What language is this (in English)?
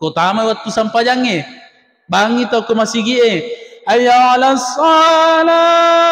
Buginese